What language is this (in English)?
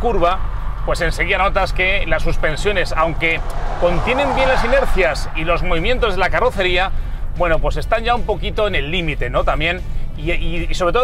Spanish